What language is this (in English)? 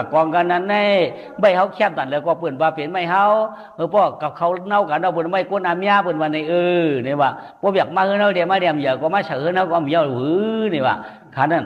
Shan